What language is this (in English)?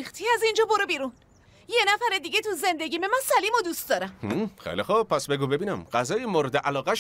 Persian